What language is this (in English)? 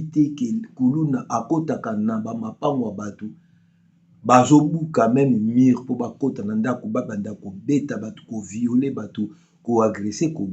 Lingala